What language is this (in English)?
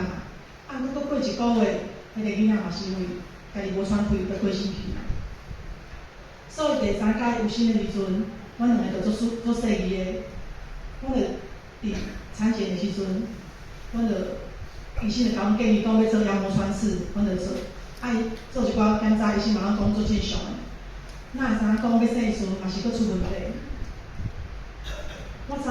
Min Nan Chinese